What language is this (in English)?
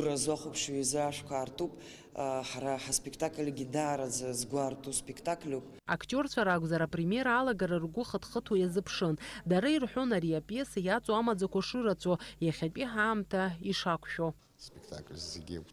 Abkhazian